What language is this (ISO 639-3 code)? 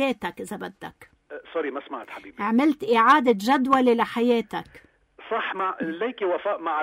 apc